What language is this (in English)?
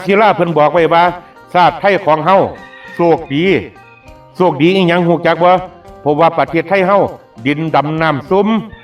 Northeastern Thai